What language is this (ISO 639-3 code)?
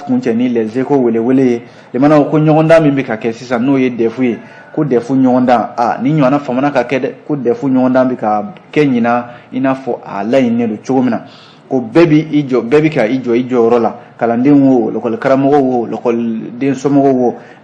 bam